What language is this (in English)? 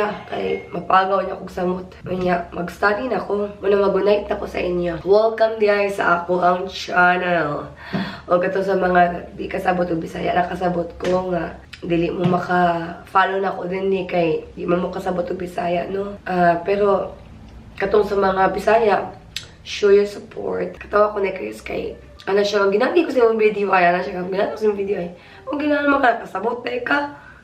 Cebuano